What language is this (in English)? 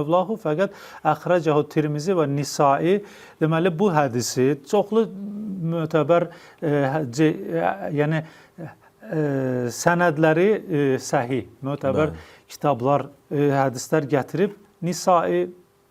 Azerbaijani